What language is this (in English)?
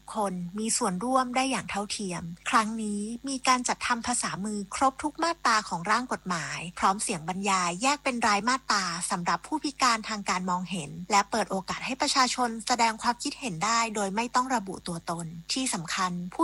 Thai